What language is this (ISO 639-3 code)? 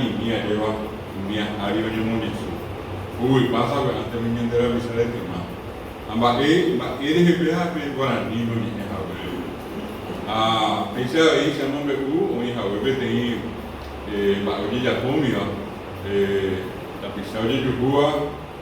grn